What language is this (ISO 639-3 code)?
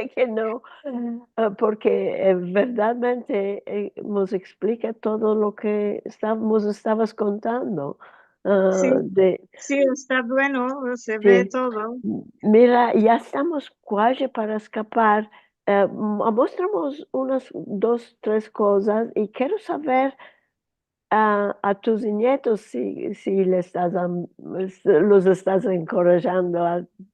lad